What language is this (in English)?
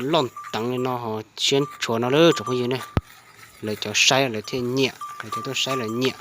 Hmong